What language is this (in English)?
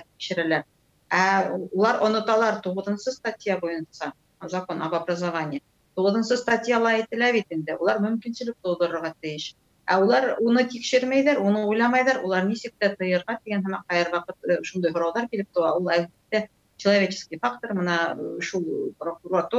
Tatar